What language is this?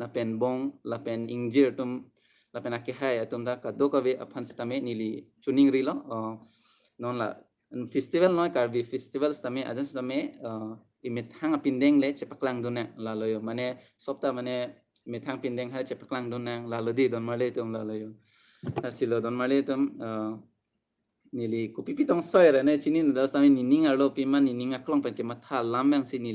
Karbi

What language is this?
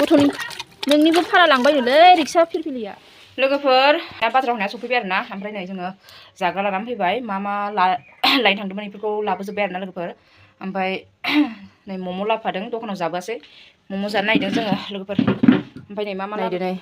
Bodo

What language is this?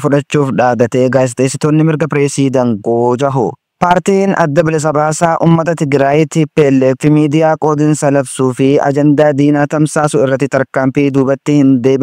Oromo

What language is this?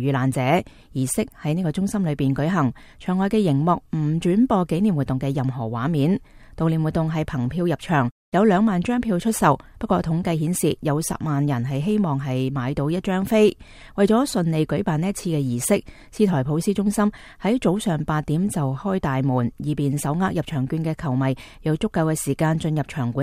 Cantonese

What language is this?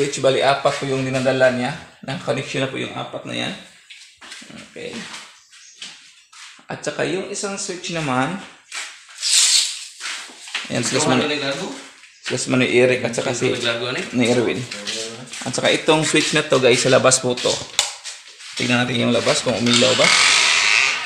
Filipino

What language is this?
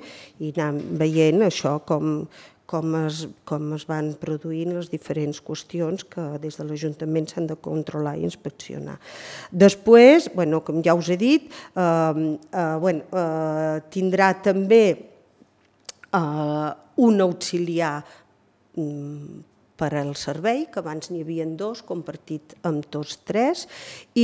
Catalan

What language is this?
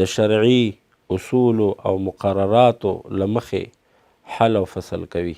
Pashto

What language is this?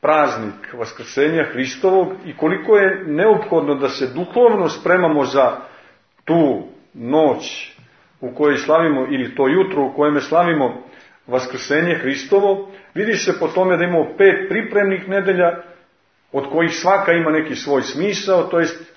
Serbian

